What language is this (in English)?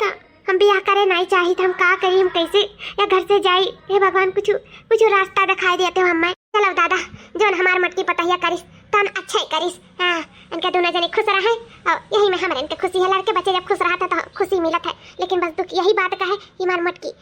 Awadhi